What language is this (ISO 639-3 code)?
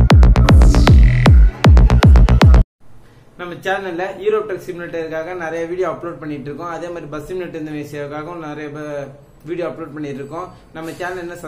tam